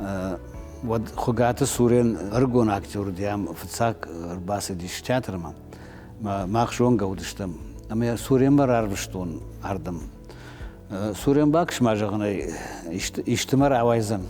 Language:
Ossetic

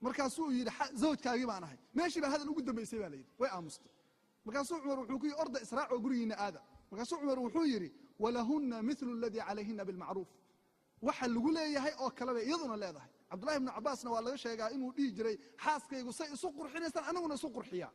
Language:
Somali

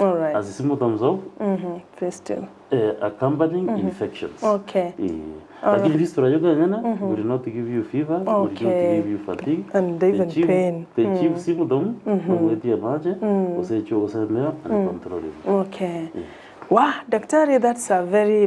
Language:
Gusii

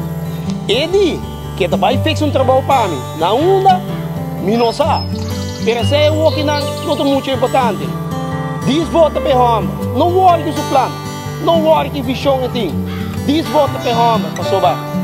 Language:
Papiamento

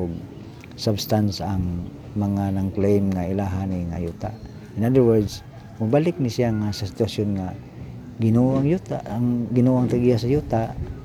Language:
Cebuano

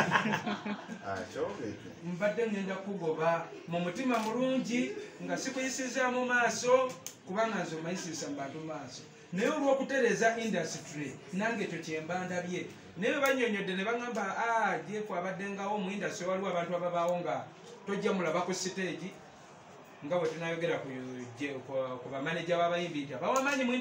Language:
Ganda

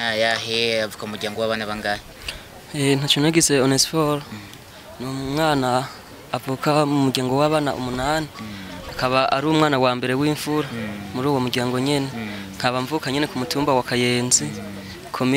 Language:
Rundi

